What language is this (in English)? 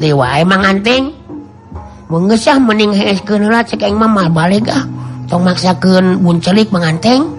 Sundanese